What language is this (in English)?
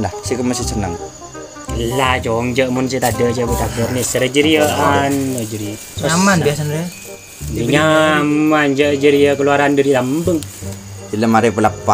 Madurese